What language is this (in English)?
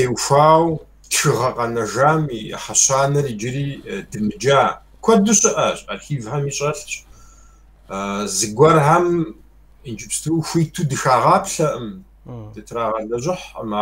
Kabardian